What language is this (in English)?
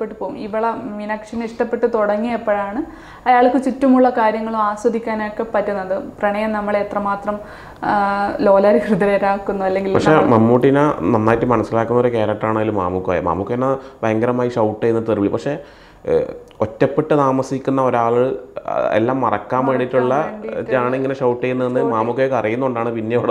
Malayalam